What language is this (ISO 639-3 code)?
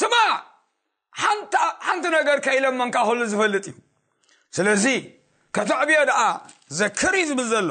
tir